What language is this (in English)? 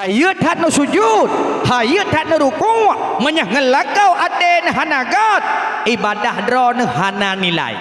Achinese